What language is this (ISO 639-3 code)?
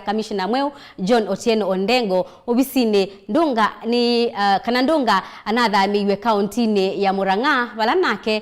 kam